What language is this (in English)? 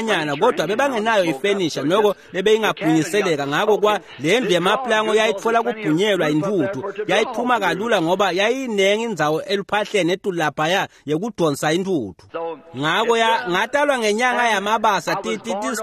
Swati